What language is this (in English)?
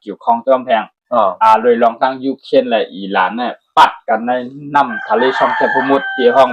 Shan